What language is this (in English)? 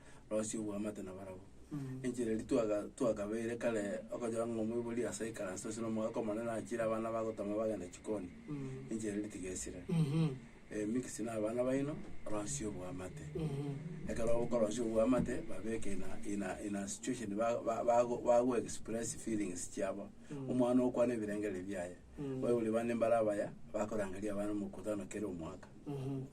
Gusii